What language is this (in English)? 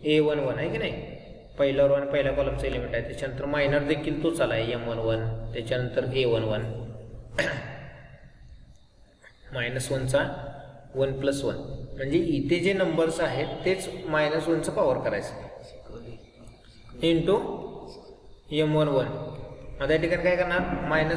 Marathi